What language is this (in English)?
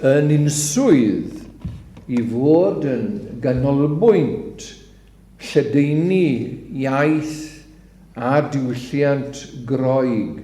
Welsh